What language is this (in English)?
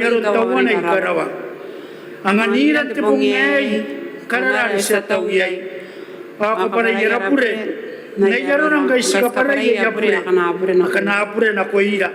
Gilbertese